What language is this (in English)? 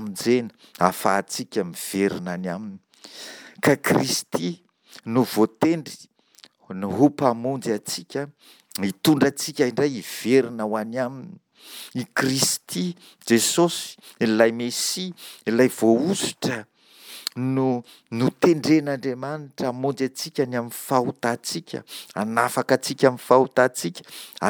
Malagasy